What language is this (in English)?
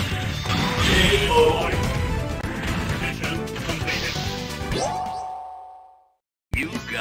English